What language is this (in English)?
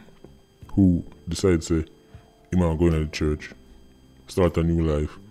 Jamaican Creole English